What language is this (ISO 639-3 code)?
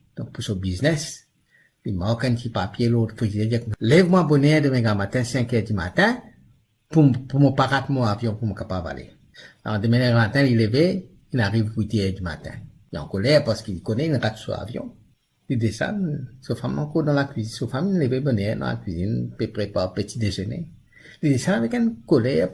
mfe